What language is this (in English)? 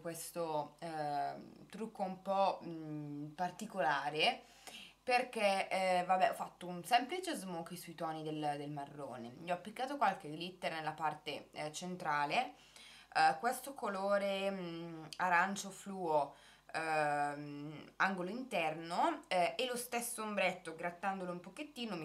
Italian